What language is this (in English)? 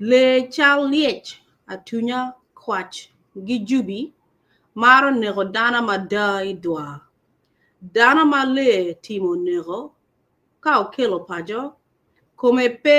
Acoli